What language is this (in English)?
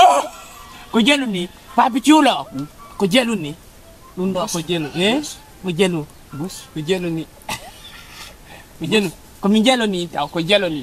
Fula